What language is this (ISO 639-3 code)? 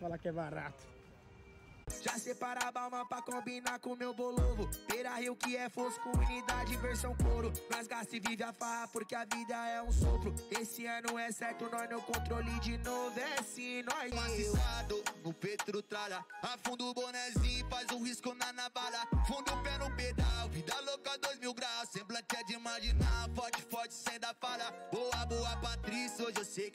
por